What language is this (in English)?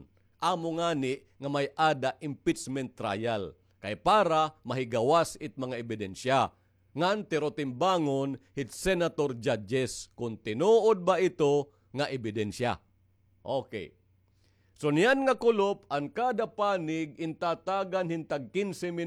Waray